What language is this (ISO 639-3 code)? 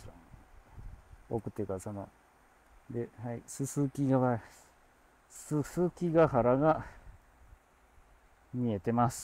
jpn